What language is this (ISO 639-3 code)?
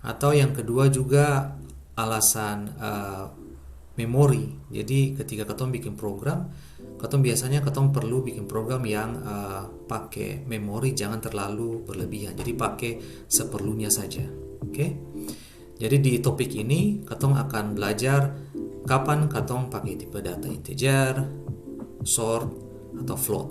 abs